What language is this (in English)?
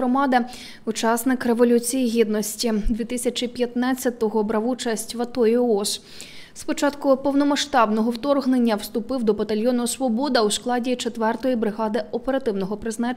Ukrainian